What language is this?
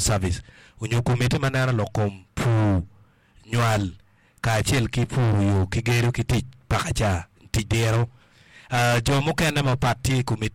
Acoli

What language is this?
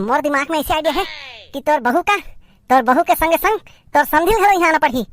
Chhattisgarhi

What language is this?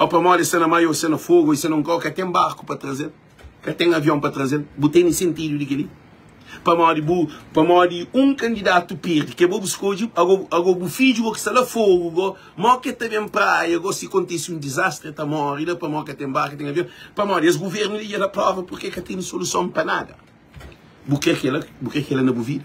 Kabuverdianu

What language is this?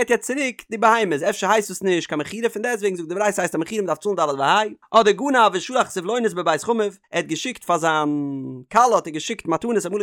Yiddish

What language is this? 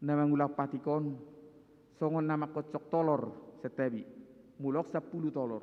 Batak Toba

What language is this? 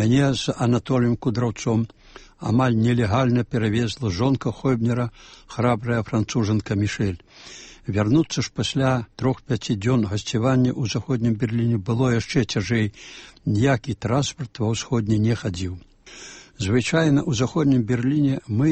Belarusian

